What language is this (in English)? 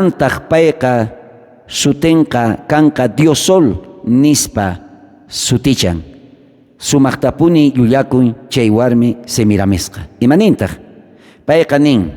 South Bolivian Quechua